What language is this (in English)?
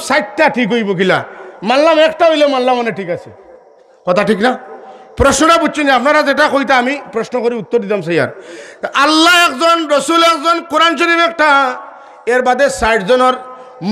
Sylheti